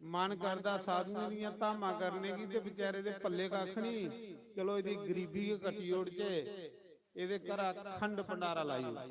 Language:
Dogri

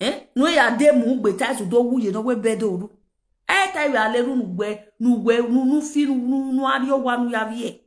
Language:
Nigerian Pidgin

